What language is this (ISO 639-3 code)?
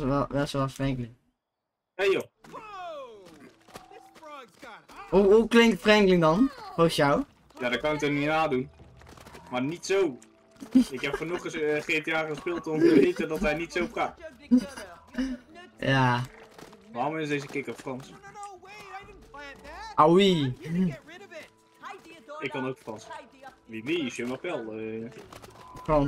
nld